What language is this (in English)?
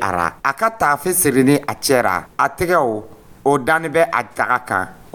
Dyula